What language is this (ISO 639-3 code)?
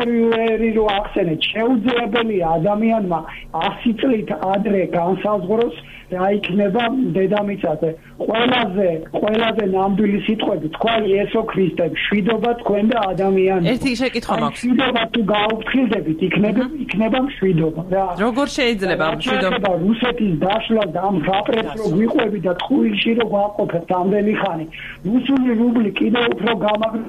kat